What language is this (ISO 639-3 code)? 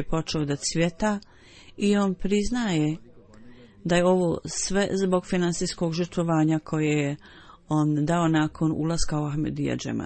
bos